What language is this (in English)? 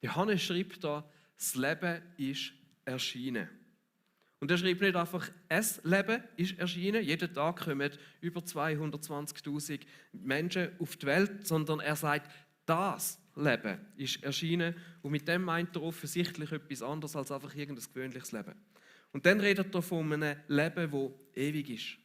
Swiss German